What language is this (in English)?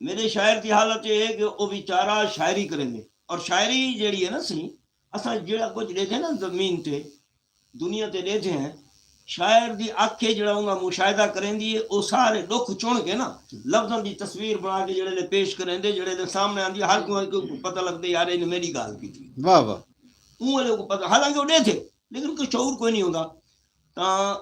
Saraiki